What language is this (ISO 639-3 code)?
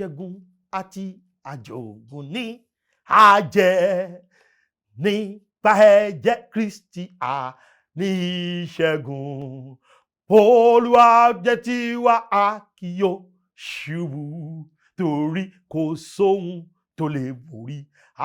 yor